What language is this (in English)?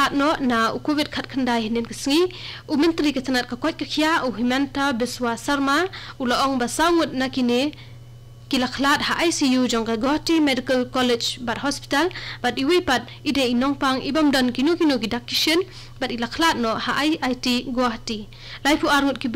Khasi